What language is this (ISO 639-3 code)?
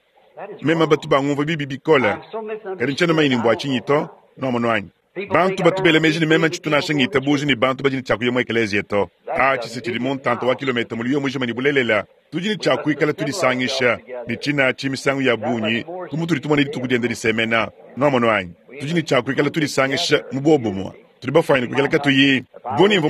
lua